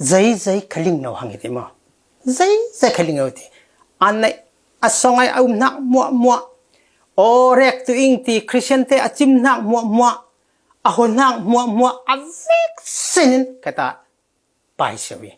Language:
Falam Chin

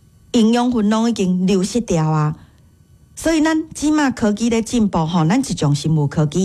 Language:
Min Nan Chinese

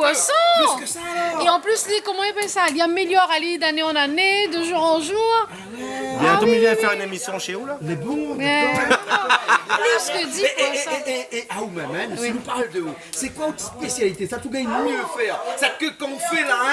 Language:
Réunion Creole French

